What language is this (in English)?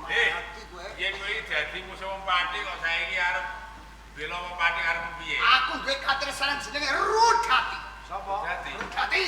Javanese